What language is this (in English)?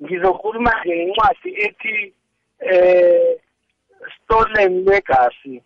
South Ndebele